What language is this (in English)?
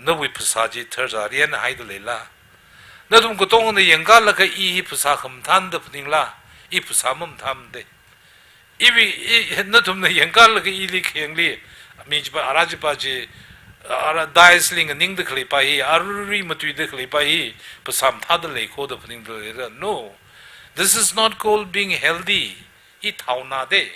Tangkhul Naga (India)